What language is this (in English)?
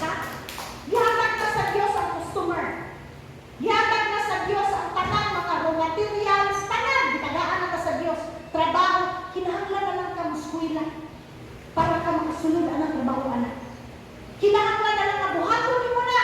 Cebuano